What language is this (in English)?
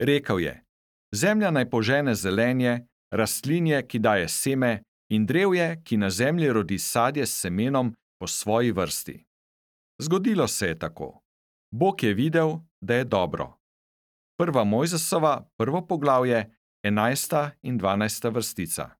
Slovenian